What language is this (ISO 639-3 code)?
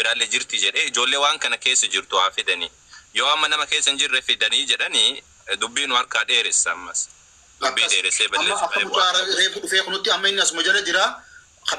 orm